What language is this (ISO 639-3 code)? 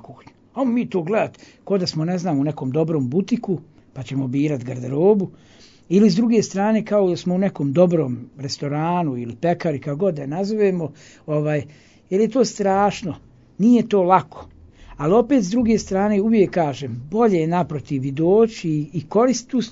srp